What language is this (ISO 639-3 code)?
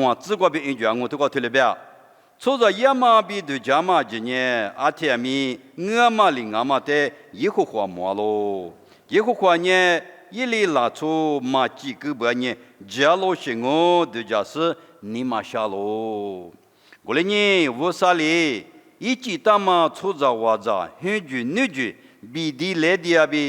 lis